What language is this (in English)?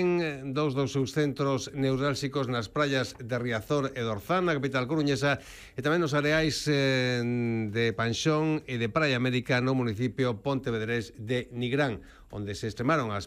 Galician